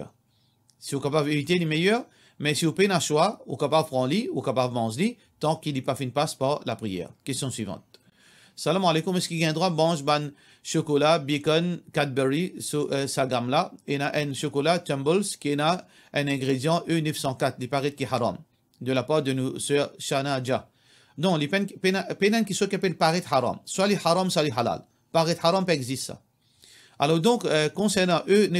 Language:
Morisyen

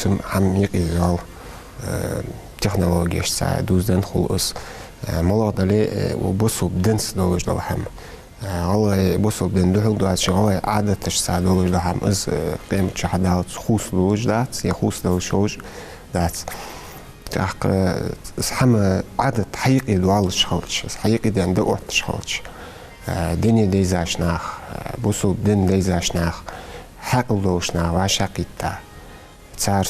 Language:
Ingush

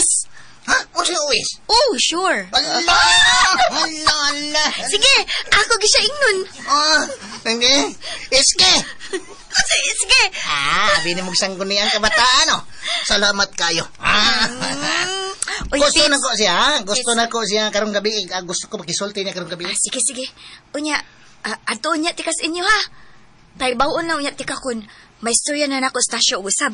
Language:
Cebuano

